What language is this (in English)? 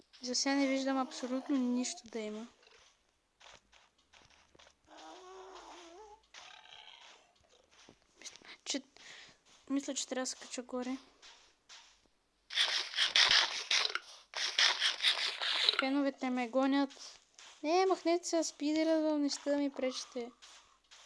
Bulgarian